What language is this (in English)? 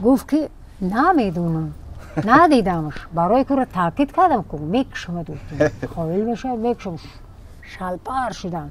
Tajik